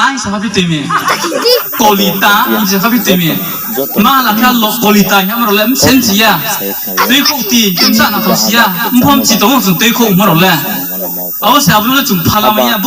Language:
Riang (India)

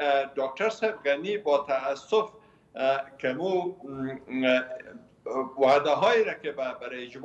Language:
Persian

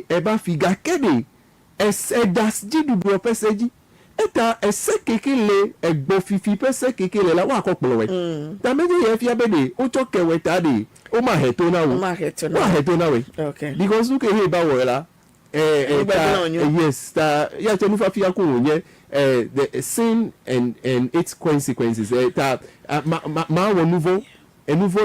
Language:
Ewe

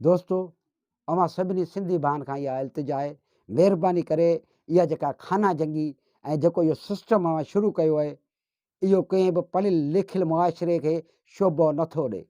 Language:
Sindhi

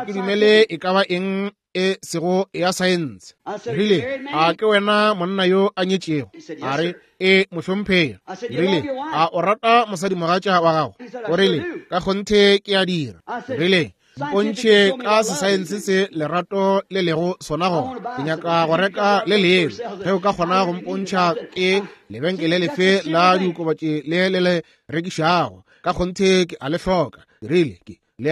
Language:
Northern Sotho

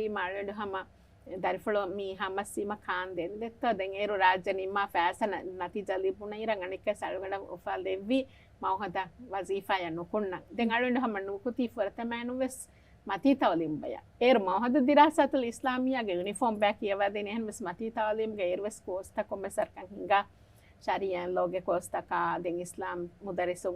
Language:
Divehi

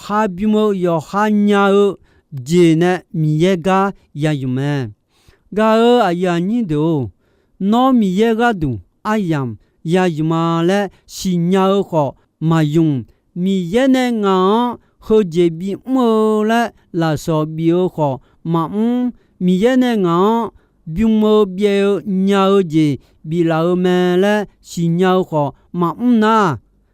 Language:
Akha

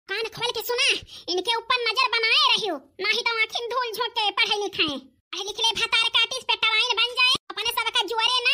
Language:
Awadhi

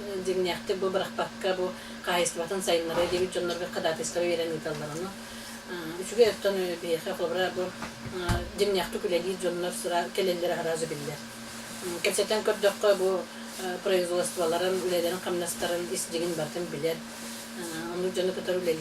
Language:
Yakut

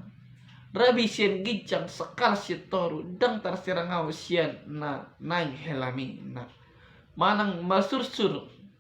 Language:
Batak Toba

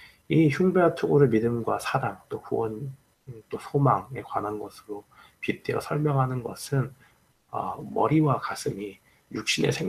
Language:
Korean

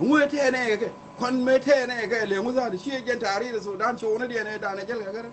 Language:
Nuer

